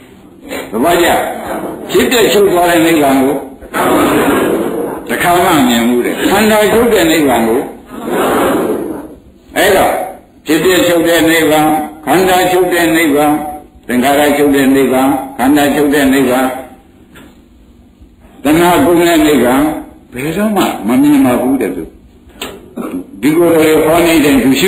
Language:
Burmese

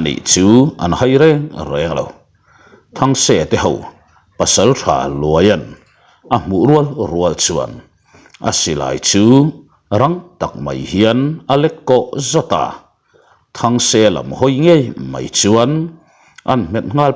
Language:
Mizo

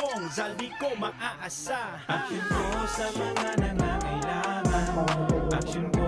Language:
Bikol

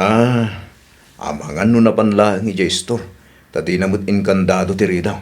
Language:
Iloko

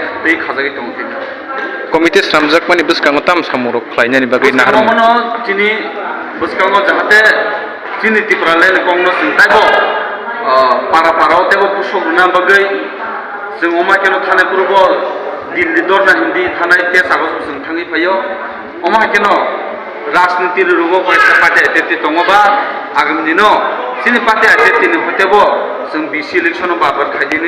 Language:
Kok Borok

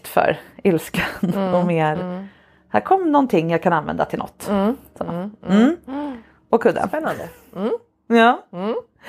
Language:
Swedish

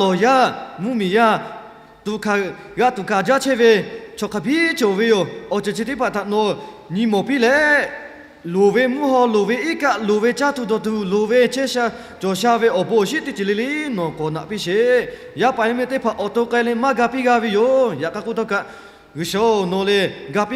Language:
Lahu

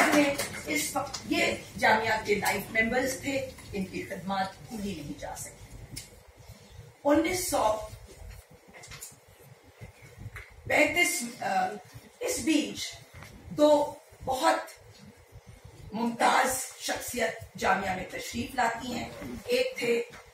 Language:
Hindi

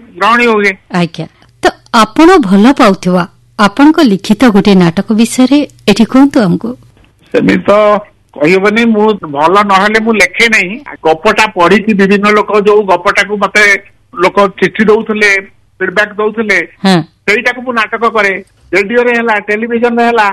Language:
Odia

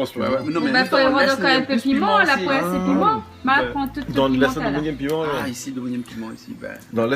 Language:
Réunion Creole French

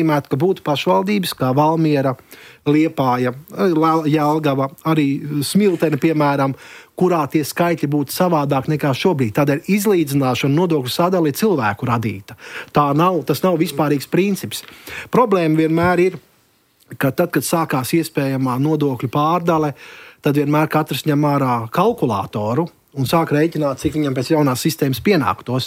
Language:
Latvian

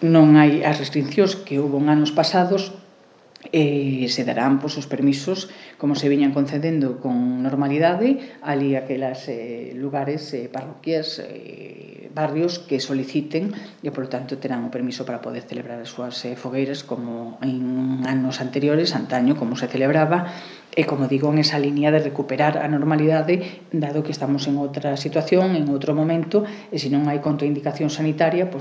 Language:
Galician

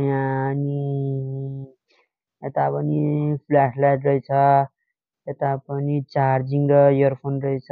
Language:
Nepali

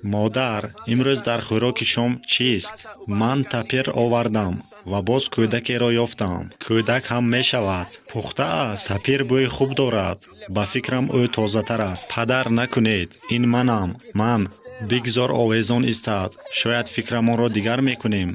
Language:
Tajik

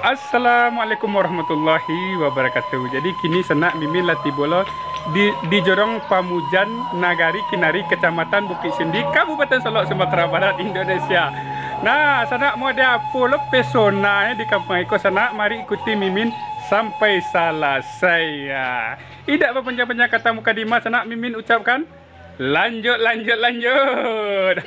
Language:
Minangkabau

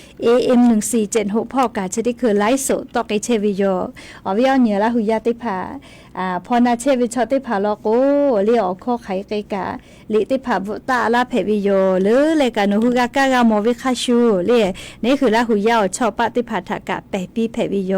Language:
Lahu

